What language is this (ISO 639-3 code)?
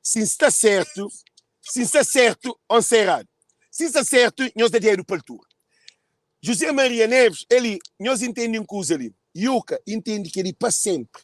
kea